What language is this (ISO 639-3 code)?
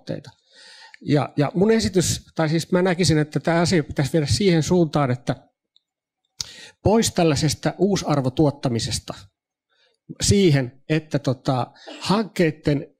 fin